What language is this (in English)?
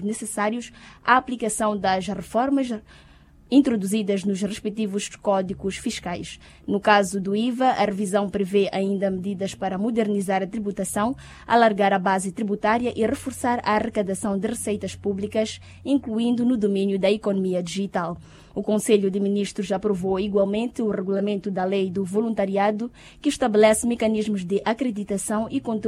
Portuguese